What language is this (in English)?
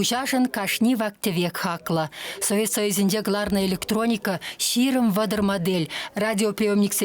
Chuvash